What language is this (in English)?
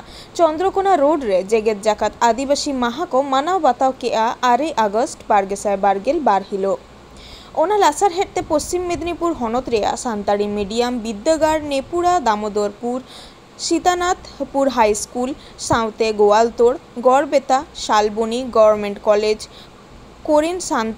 Santali